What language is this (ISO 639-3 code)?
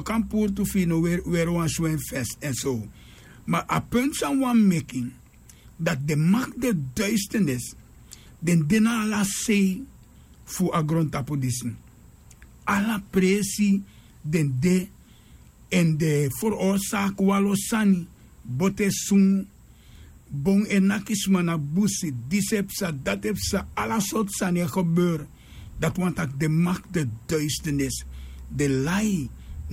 srn